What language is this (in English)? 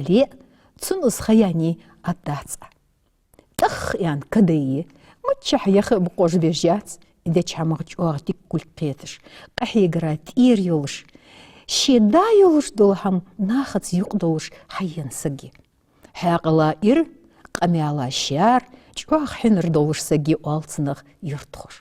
Ingush